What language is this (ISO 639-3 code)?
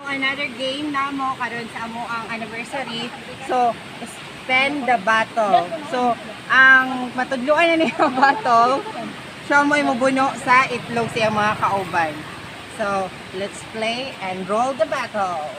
ceb